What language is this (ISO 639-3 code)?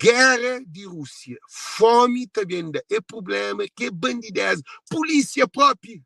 kea